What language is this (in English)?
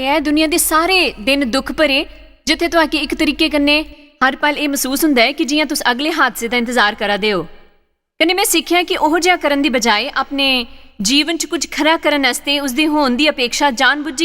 Dogri